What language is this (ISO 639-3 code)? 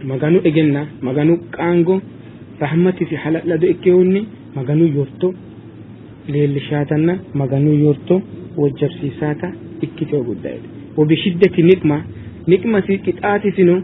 sid